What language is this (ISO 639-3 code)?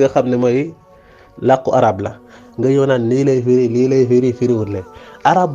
wol